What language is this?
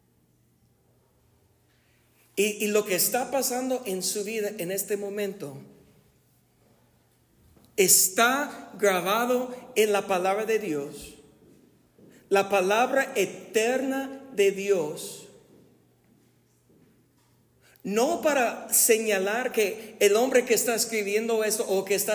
Spanish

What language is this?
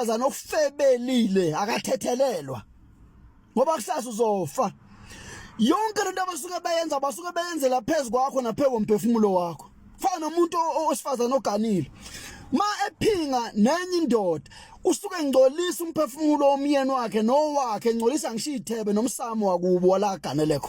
Zulu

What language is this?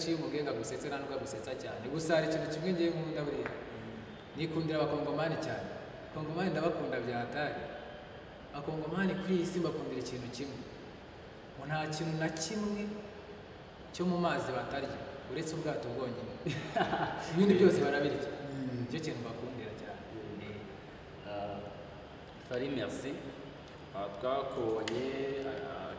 Kinyarwanda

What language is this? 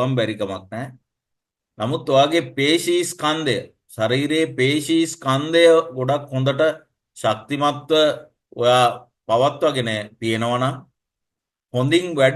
Sinhala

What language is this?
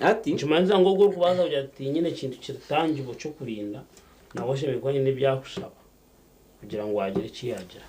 Nyankole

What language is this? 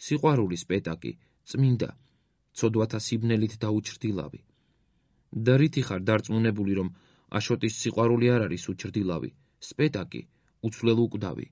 Georgian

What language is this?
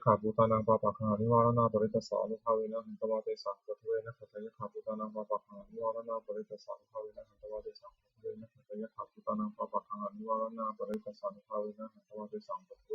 Pali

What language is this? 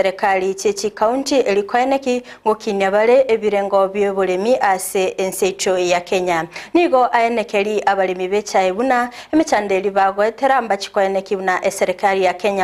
Gusii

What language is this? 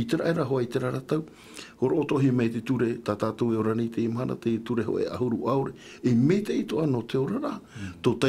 Tahitian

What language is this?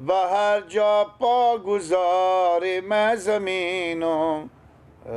Persian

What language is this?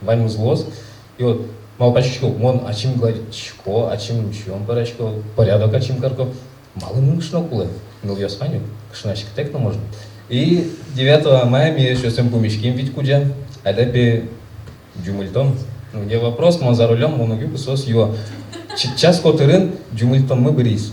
Udmurt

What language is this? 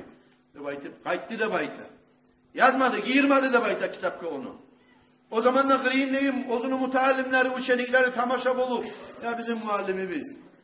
Kumyk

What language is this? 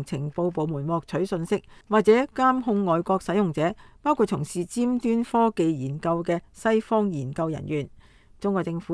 Cantonese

